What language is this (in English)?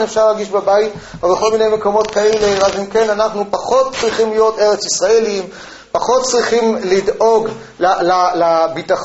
Hebrew